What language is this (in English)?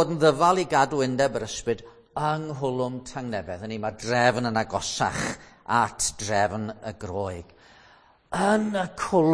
Welsh